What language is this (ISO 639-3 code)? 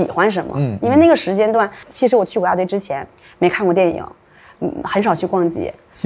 zho